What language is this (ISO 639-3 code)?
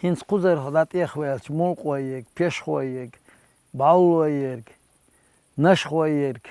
che